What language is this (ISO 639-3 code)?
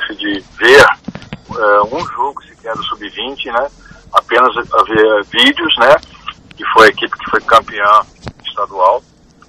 por